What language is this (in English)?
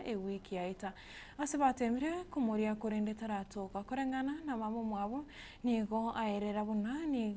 Gusii